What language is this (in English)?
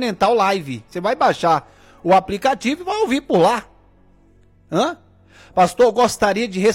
Portuguese